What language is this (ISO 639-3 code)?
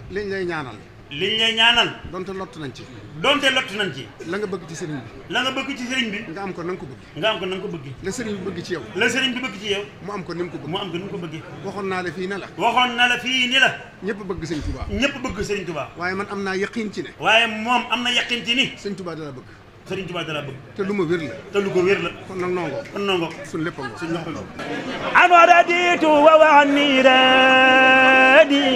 wol